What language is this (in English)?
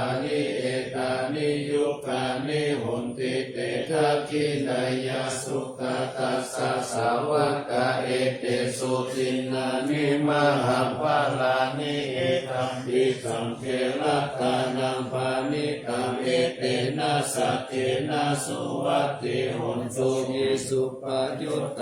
Pali